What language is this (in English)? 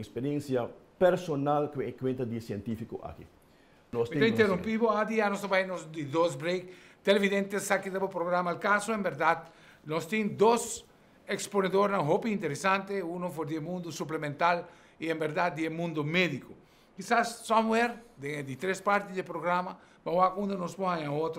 Papiamento